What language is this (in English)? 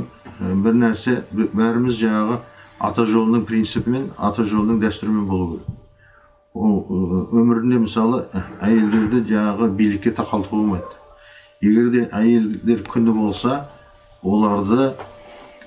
Kazakh